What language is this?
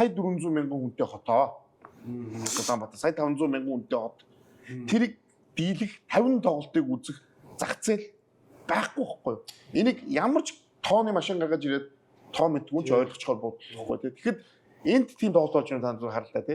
Mongolian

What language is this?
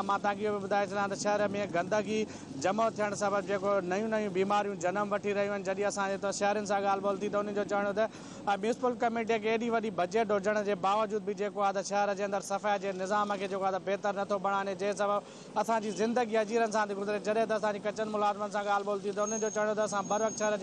Sindhi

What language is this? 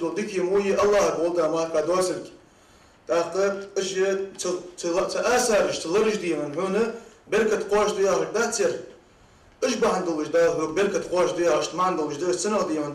Ingush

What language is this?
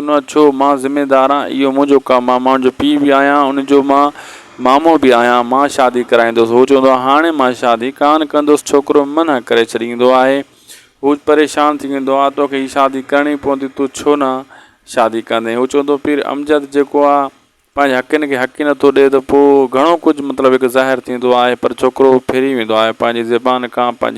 Sindhi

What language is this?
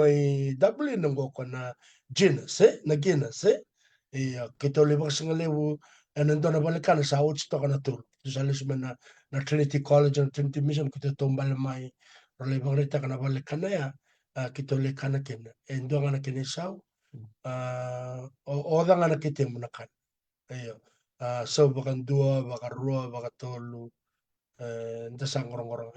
Fijian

